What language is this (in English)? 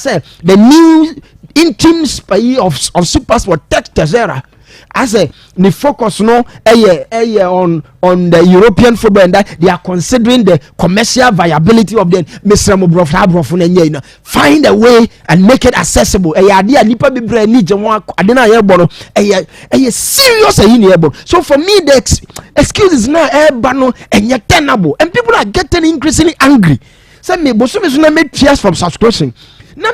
Akan